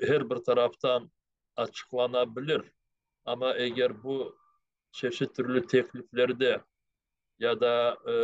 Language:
Crimean Tatar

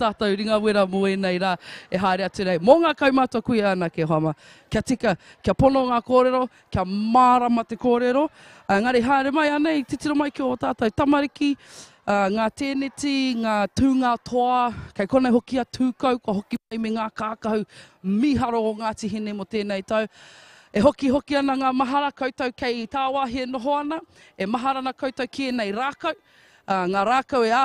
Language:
Māori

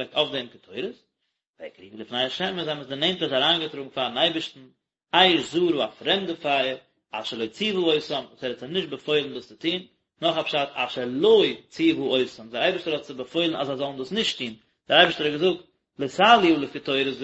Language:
Yiddish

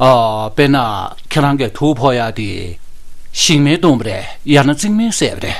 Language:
Tibetan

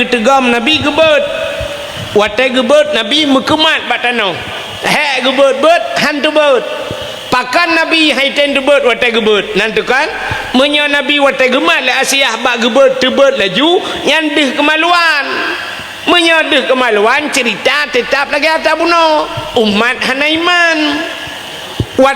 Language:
Achinese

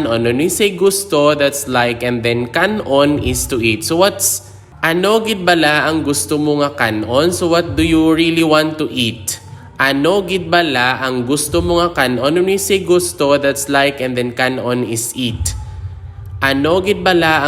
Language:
Hiligaynon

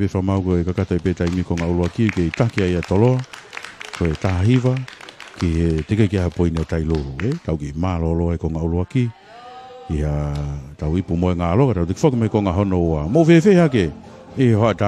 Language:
Tongan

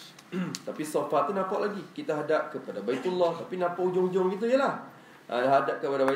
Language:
Malay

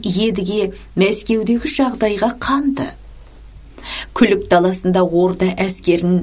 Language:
Kazakh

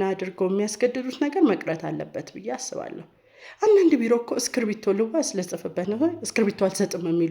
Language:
Amharic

